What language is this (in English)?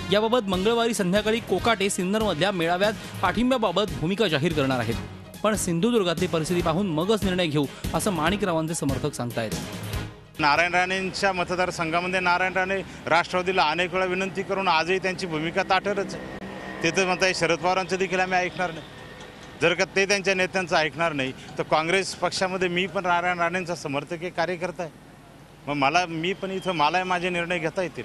Marathi